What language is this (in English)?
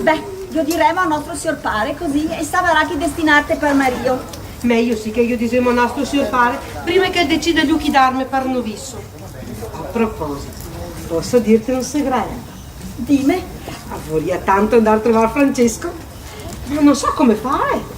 Venetian